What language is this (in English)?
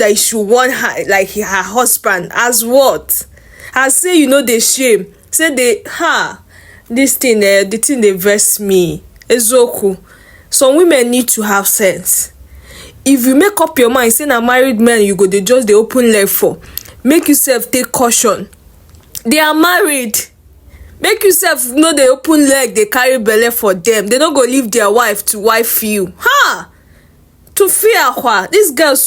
Nigerian Pidgin